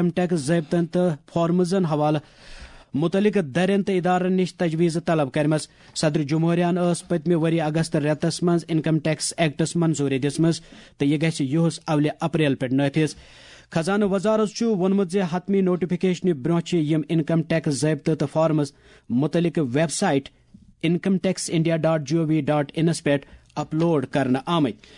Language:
Kashmiri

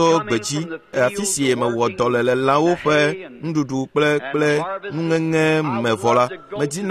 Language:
Ewe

